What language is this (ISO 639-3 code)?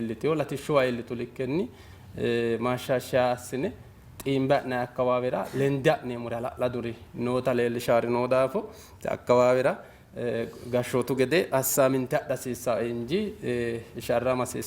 sid